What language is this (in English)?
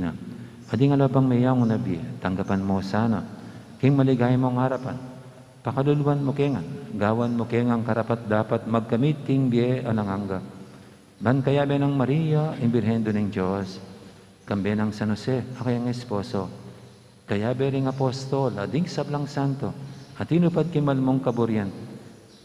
Pampanga